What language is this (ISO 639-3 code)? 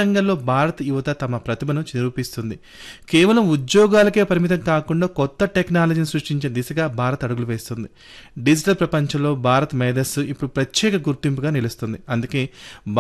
tel